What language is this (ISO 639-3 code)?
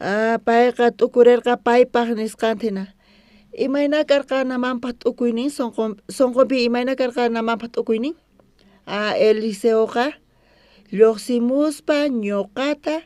quh